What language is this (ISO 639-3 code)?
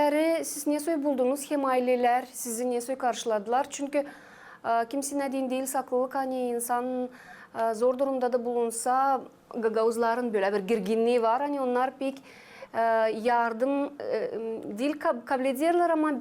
gag